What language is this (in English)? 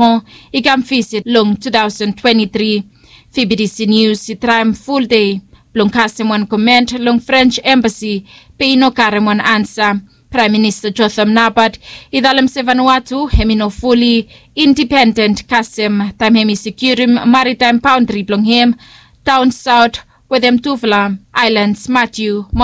Bislama